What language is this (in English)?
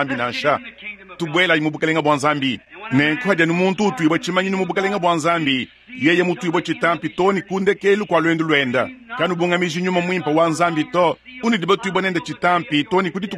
Luba-Lulua